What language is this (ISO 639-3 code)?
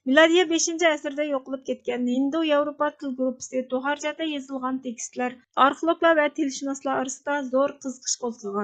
uig